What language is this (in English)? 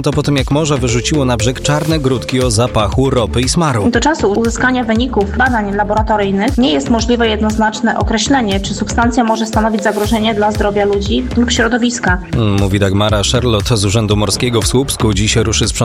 Polish